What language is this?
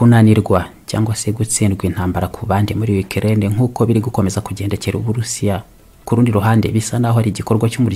Kinyarwanda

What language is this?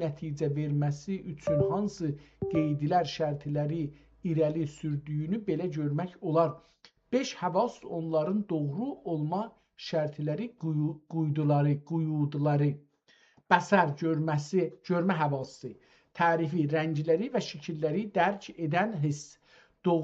South Azerbaijani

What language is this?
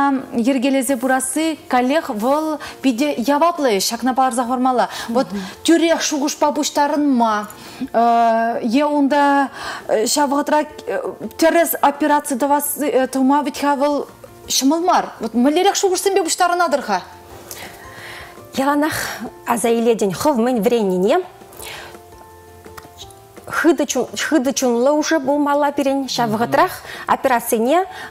Chuvash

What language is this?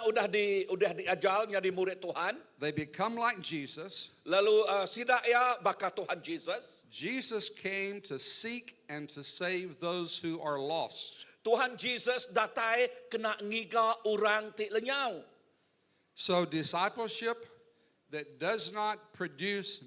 Iban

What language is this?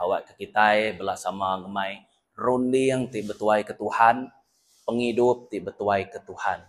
Iban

